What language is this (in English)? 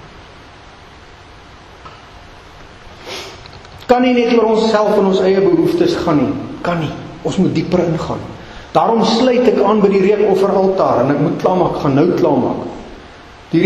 Afrikaans